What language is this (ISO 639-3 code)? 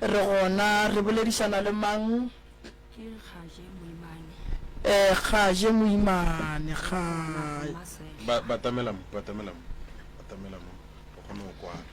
nso